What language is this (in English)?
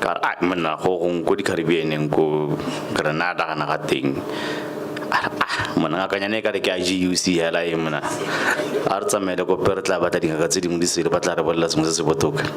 Tswana